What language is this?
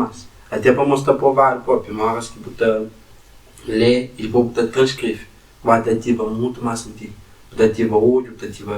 Kabuverdianu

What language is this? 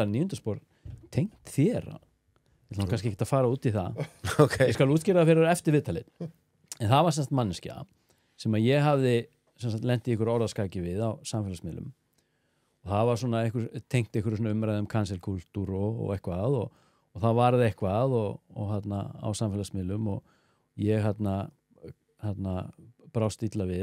Icelandic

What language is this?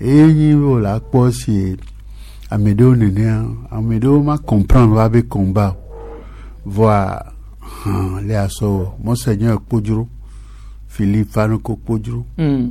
Gen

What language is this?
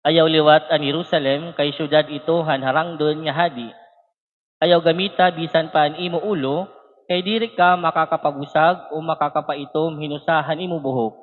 Waray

